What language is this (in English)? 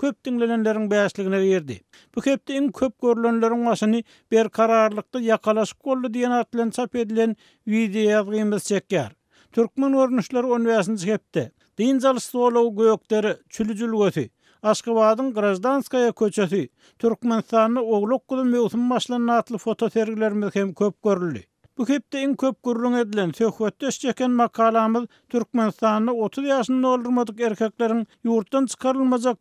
Turkmen